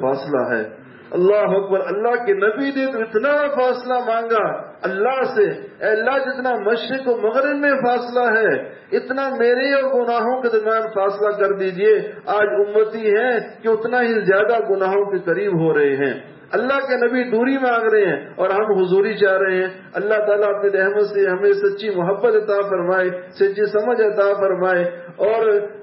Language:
Urdu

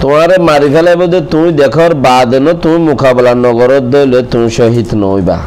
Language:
Rohingya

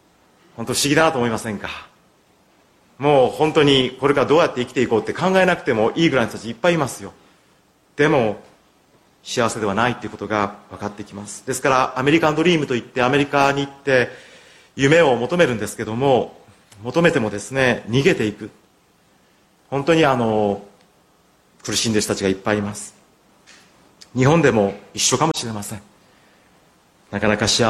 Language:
Japanese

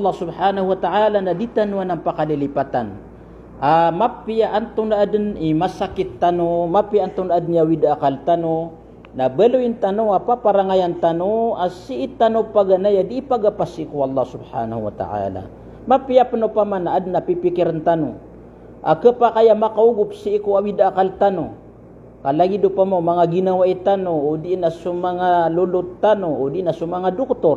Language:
Maranao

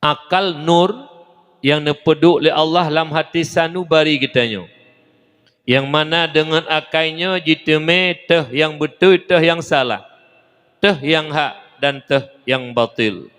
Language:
Achinese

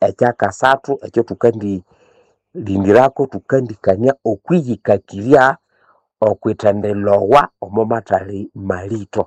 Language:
Nande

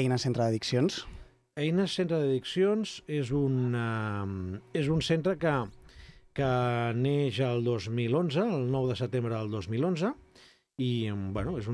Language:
Catalan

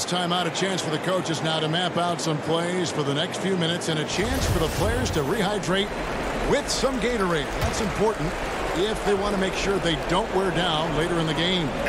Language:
English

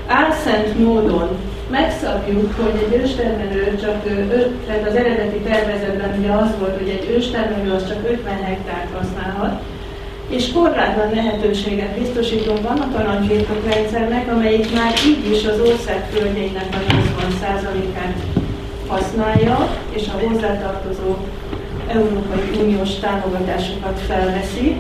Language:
Hungarian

